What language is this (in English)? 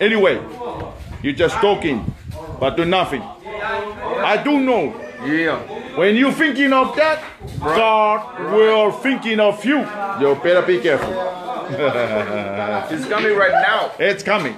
Samoan